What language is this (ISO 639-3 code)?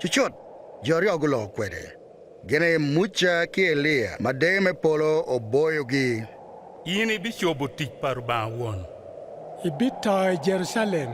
ach